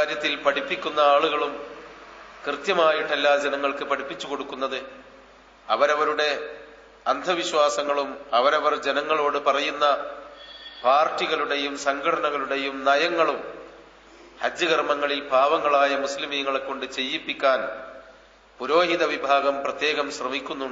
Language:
Malayalam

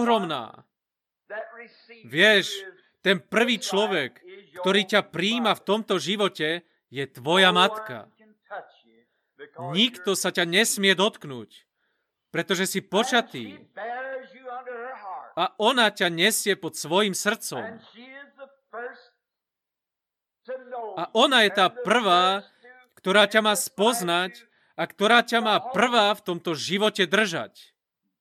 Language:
Slovak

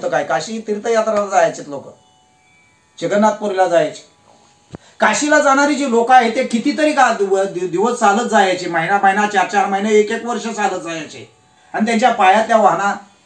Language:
Marathi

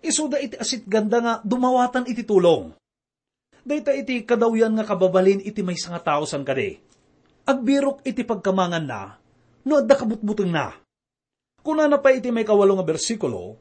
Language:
Iloko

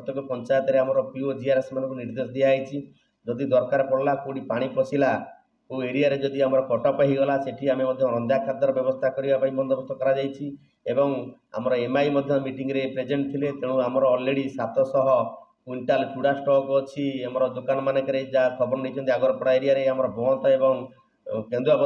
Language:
Odia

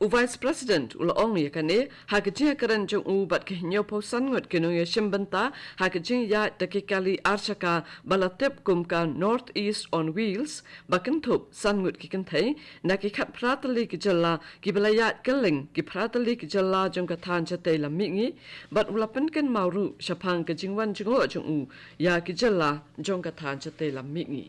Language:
Khasi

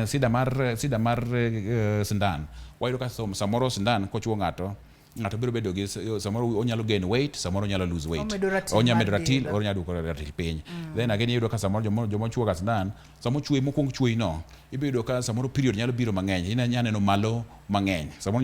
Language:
Luo (Kenya and Tanzania)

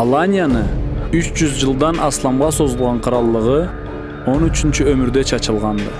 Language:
Karachay-Balkar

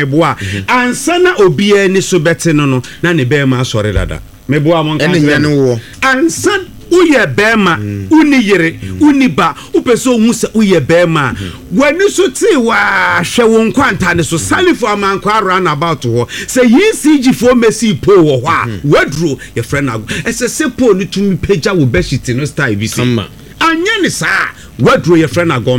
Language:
Akan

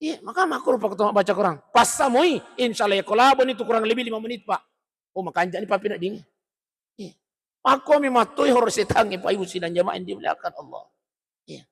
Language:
Buginese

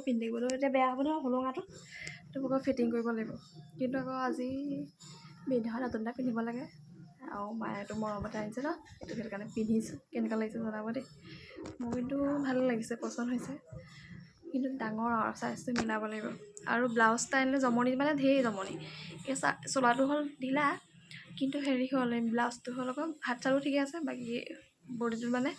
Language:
Assamese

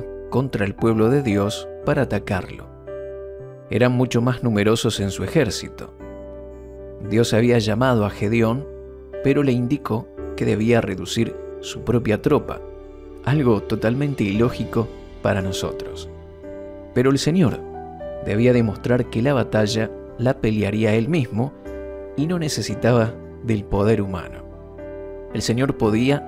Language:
Spanish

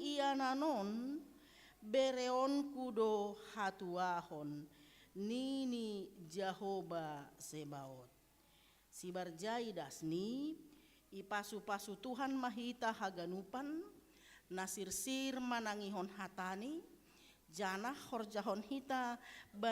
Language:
Batak Simalungun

